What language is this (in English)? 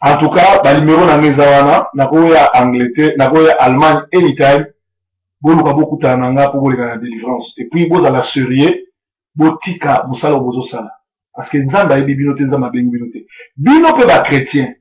Lingala